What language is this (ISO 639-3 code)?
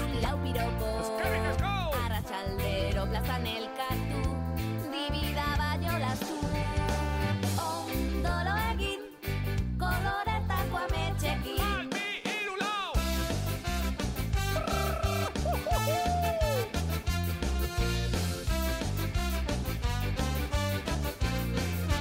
eus